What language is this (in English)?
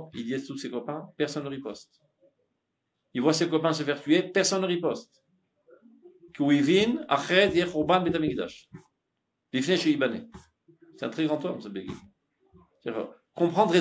French